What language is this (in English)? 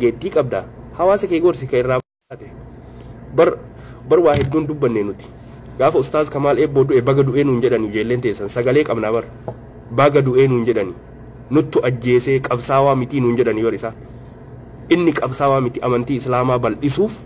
Oromo